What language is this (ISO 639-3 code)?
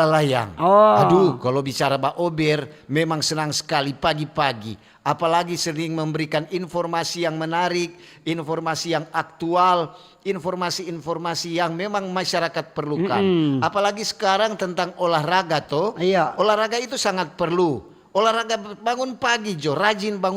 xmm